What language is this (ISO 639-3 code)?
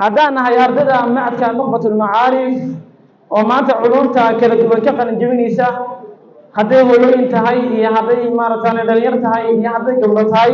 som